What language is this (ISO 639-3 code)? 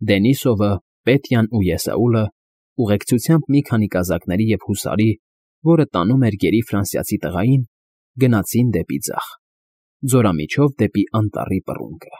hye